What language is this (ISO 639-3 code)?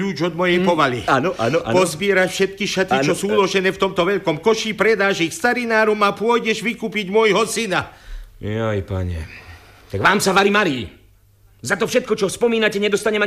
slk